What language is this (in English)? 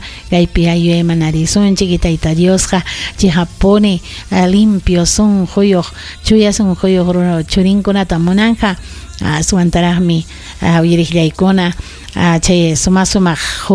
Ayacucho Quechua